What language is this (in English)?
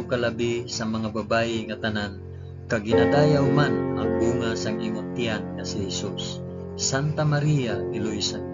Hiligaynon